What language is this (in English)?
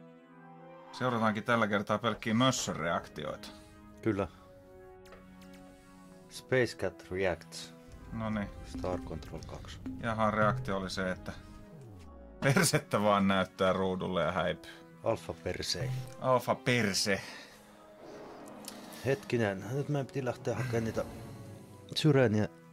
Finnish